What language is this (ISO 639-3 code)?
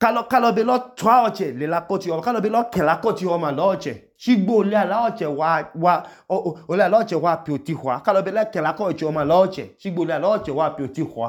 idu